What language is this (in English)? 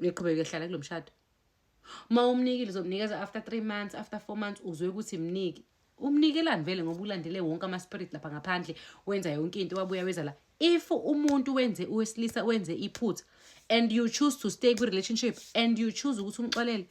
Zulu